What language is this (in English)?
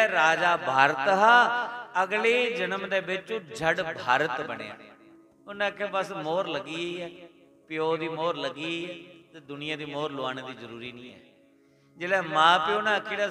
Dogri